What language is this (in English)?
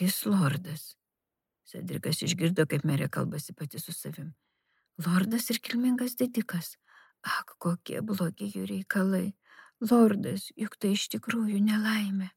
Lithuanian